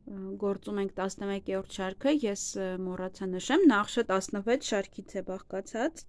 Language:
Armenian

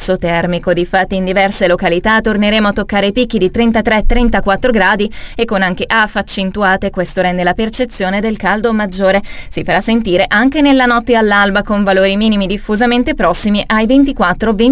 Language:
Italian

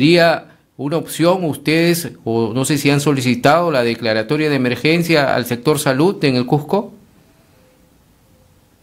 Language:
Spanish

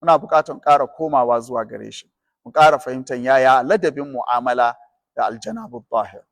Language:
Hausa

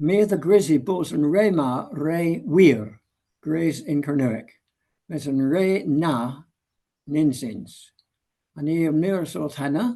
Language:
Cornish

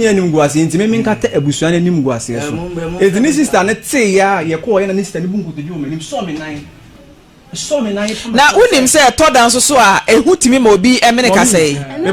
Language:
Akan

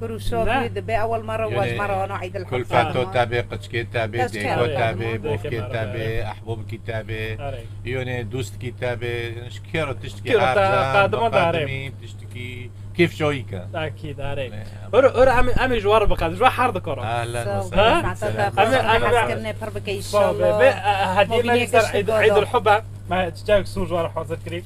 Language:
Kurdish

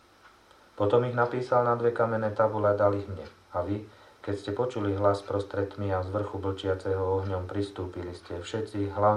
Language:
Slovak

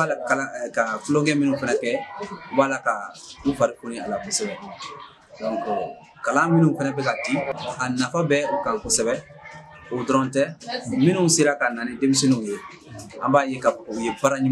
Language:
Bambara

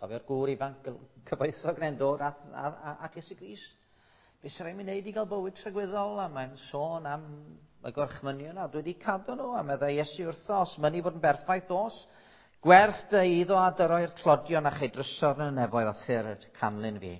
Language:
Welsh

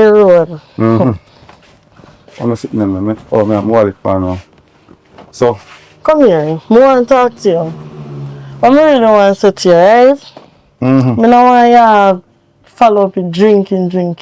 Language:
Jamaican Creole English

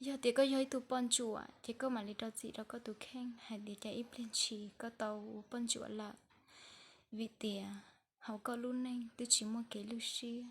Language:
Hmong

